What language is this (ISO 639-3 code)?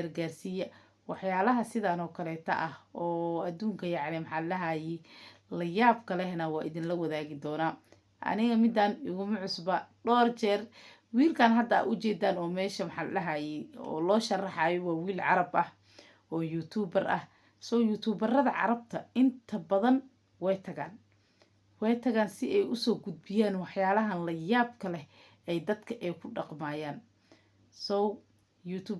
som